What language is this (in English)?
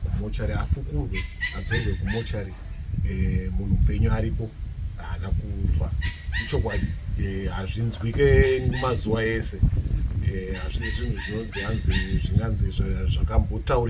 Shona